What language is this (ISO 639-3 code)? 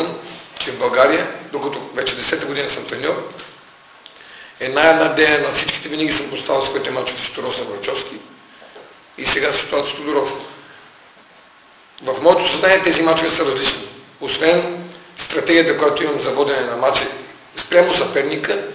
bul